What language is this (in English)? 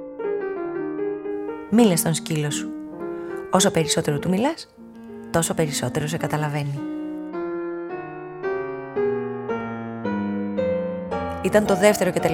Greek